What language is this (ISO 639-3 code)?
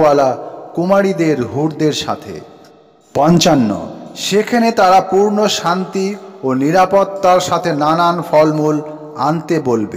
ben